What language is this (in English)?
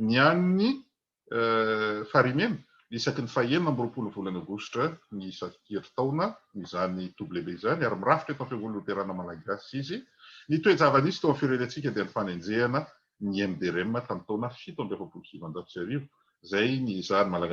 Malagasy